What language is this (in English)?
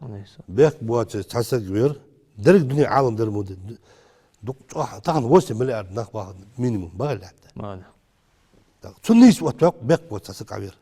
Ingush